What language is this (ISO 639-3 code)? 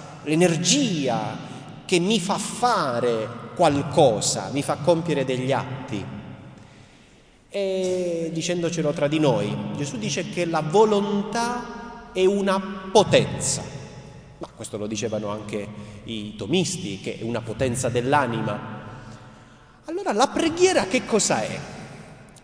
ita